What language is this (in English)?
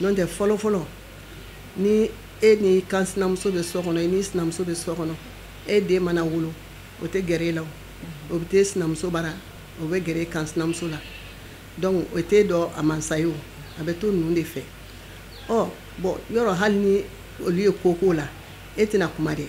Bambara